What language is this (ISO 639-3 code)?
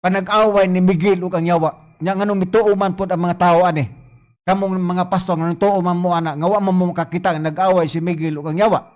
ceb